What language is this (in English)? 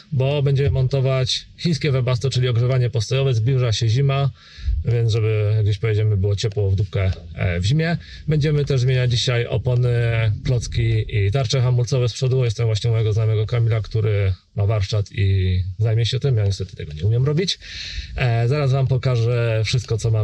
Polish